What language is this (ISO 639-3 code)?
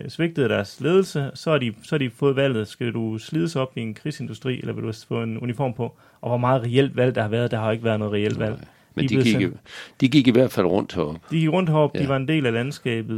dan